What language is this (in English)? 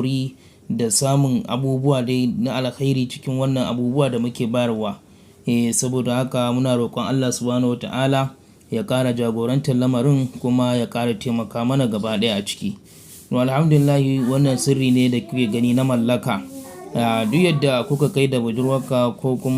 Hausa